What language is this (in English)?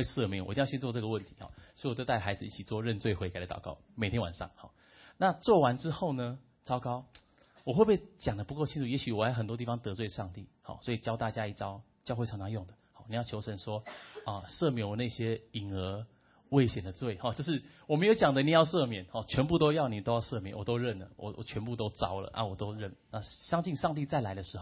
Chinese